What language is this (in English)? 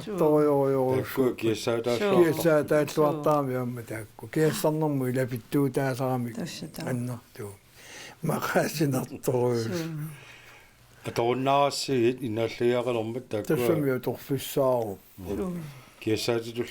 Kalaallisut